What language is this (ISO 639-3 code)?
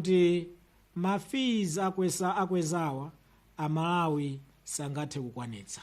nya